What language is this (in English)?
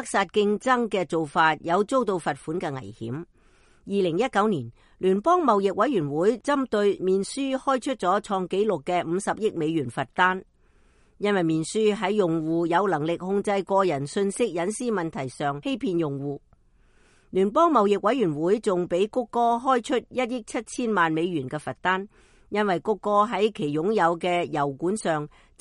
Cantonese